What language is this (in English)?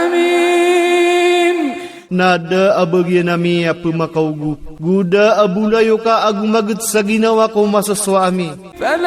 Iranun (Philippines)